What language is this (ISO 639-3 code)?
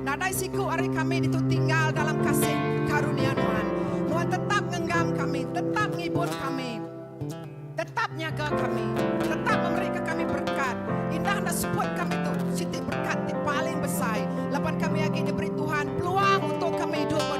iba